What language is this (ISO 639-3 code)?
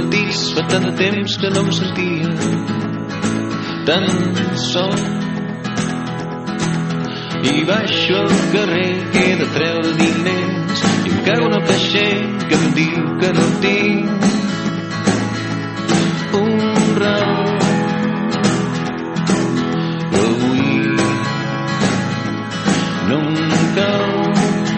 cat